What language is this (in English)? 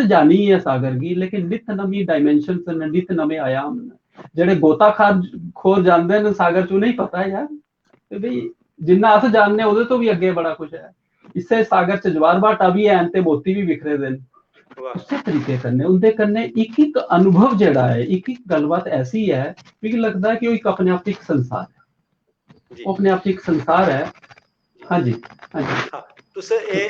Dogri